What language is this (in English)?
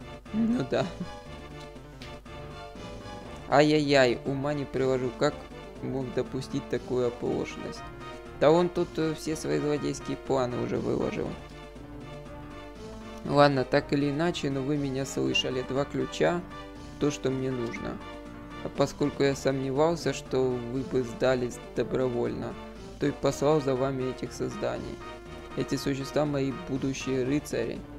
Russian